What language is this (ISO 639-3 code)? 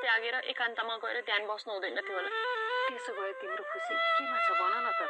nep